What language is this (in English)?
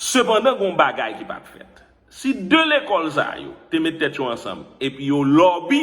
Haitian Creole